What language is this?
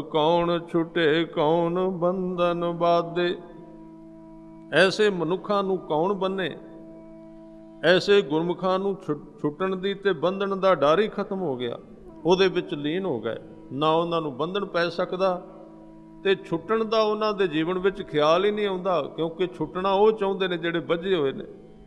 Punjabi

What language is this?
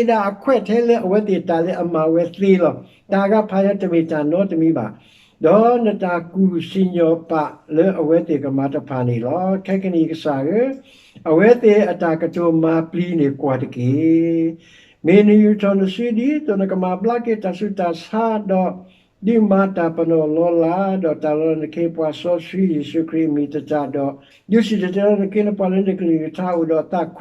S'gaw Karen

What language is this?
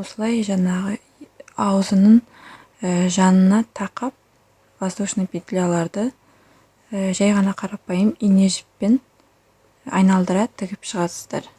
Kazakh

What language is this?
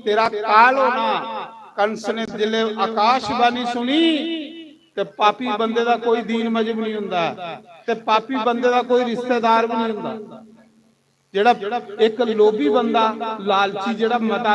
Dogri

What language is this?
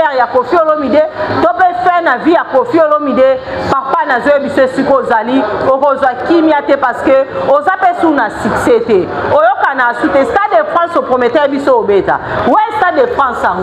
Lingala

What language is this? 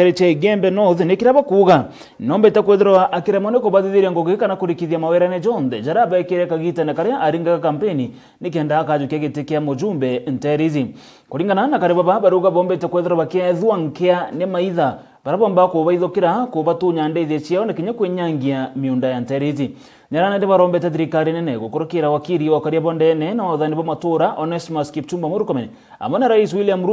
Meru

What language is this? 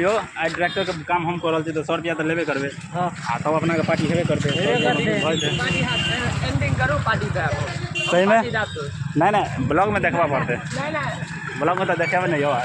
Maithili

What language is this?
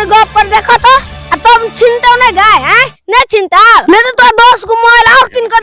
Maithili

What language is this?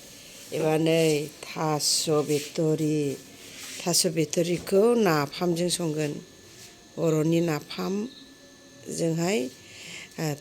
Bodo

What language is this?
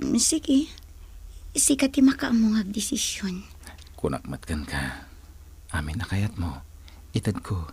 Iloko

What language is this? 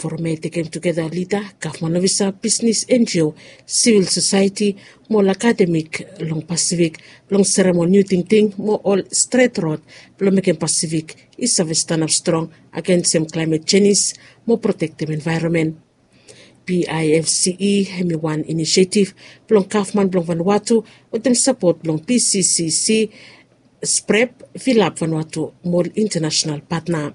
Bislama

